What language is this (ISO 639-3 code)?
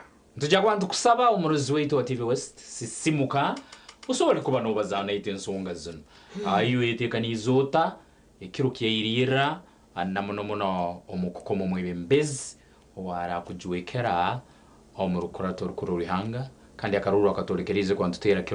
nyn